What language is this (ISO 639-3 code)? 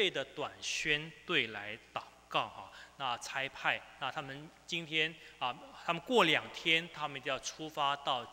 zho